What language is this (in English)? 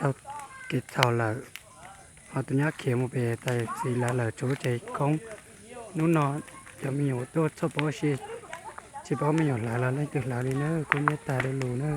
Hmong